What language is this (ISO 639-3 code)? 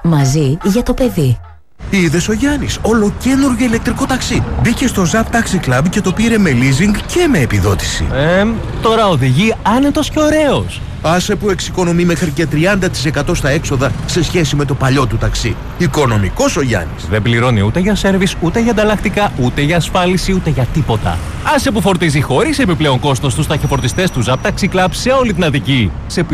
ell